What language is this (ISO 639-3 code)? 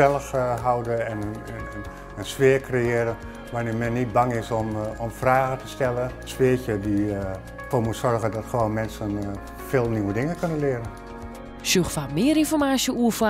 fry